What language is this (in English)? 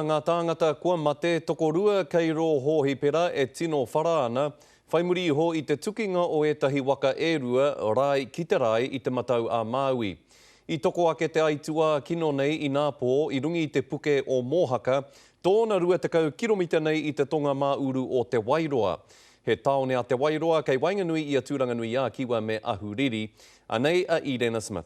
Māori